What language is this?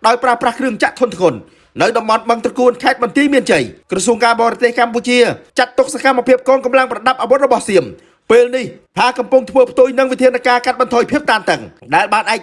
Khmer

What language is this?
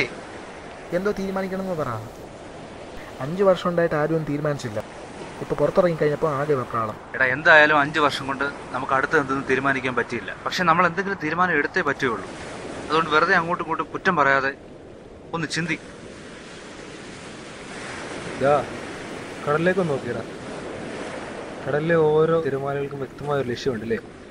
Malayalam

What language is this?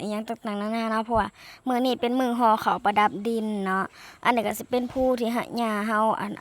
Lao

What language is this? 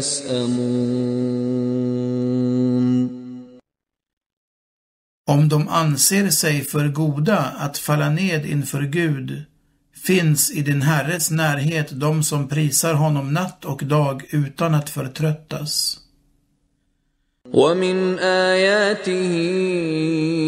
Swedish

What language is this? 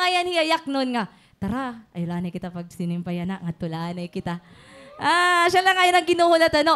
Waray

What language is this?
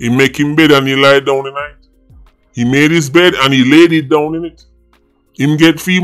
Jamaican Creole English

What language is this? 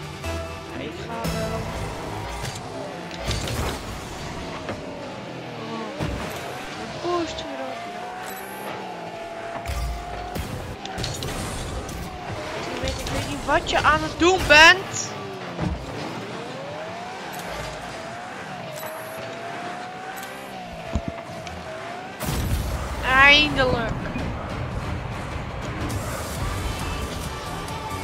Dutch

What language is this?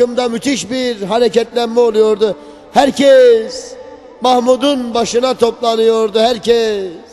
Turkish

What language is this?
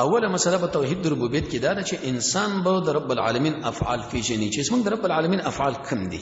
Pashto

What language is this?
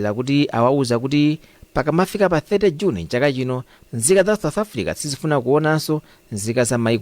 Nyanja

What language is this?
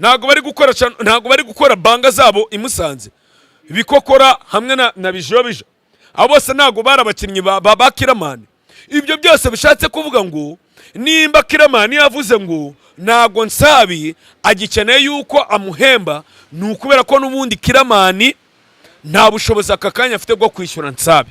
Kinyarwanda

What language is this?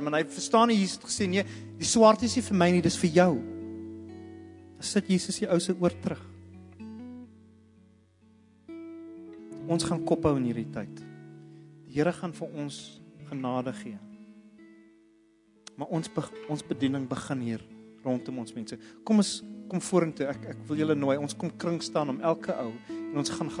Afrikaans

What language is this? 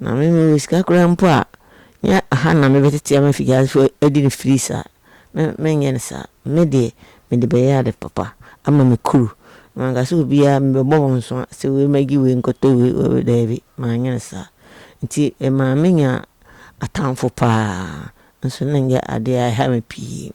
Akan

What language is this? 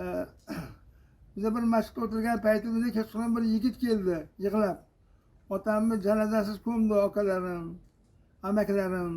Uzbek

